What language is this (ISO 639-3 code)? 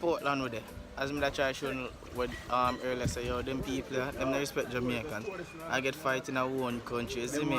jam